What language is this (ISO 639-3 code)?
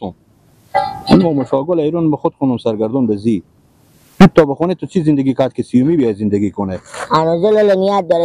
fas